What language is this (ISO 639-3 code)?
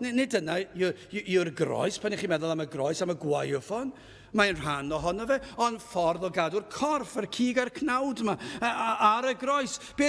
cym